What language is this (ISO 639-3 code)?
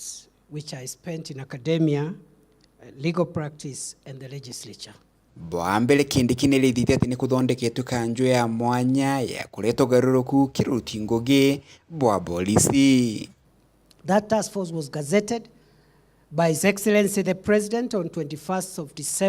mer